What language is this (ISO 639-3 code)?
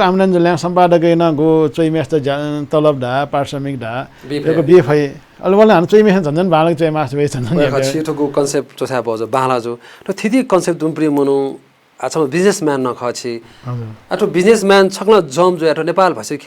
new